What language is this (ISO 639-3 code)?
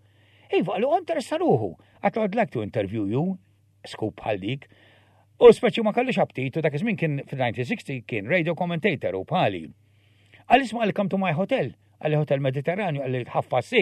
mlt